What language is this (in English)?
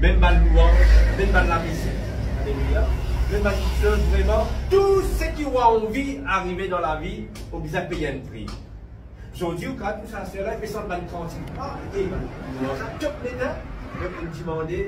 Morisyen